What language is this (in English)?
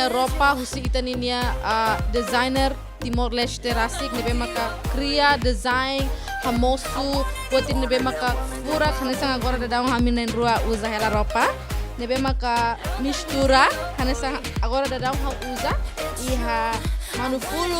Tetum